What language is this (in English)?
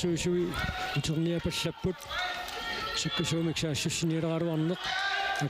Kalaallisut